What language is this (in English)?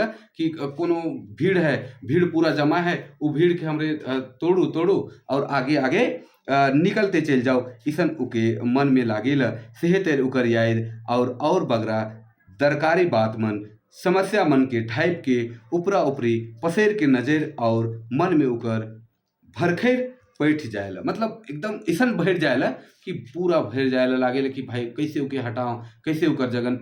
Sadri